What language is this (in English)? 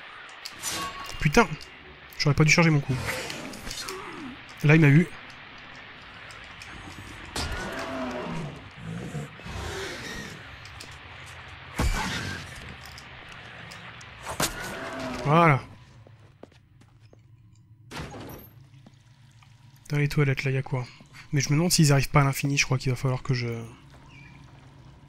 French